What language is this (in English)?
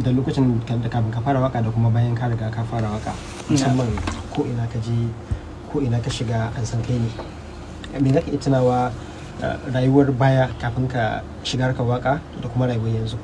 Hausa